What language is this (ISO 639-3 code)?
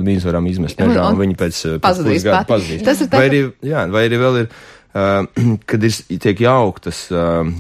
lav